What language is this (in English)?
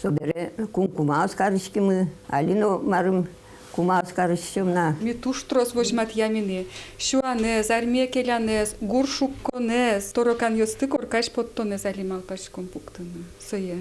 Udmurt